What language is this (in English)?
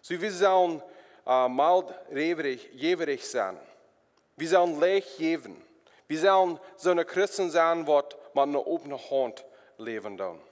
Plautdietsch